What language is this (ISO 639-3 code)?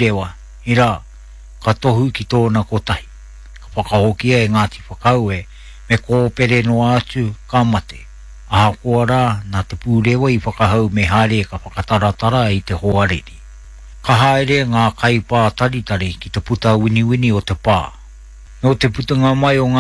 mri